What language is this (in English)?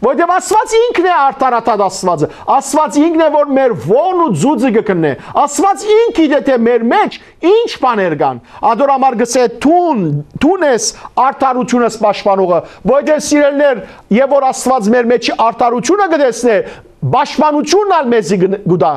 Western Armenian